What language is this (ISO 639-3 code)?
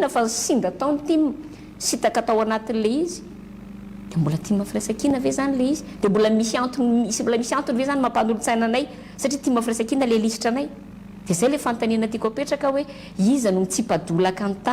mlg